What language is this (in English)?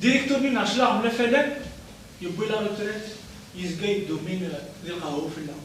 Kabyle